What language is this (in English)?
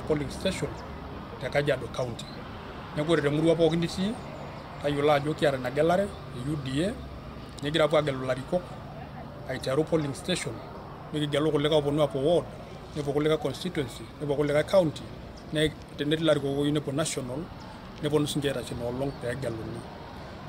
Masai